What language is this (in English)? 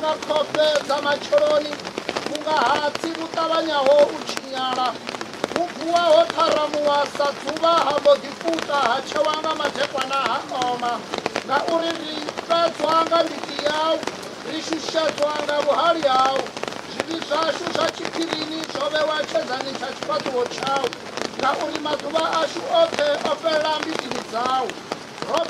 Venda